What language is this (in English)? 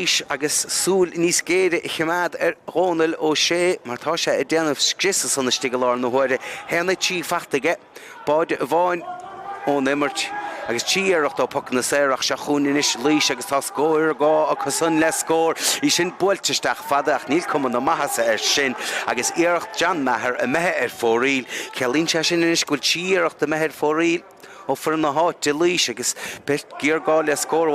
Irish